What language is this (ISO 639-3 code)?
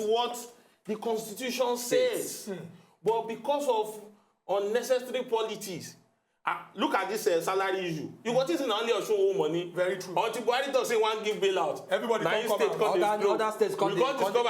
pcm